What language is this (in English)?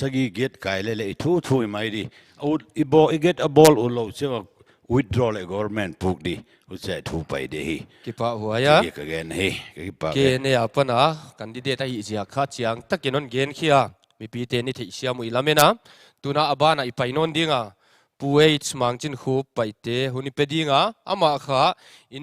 Paite Chin